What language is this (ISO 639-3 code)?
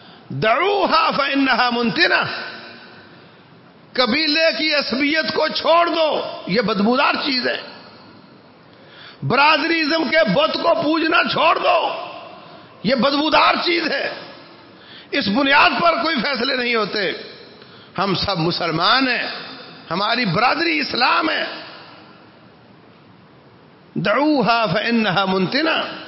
urd